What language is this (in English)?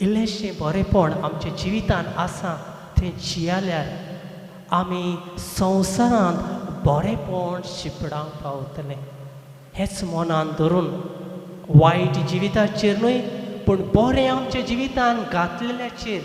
Konkani